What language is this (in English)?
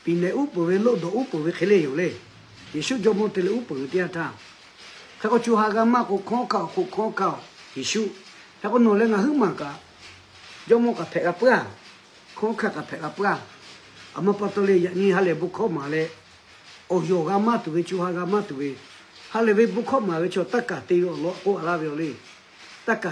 Lahu